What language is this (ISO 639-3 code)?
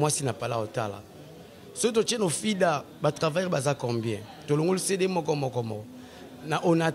lin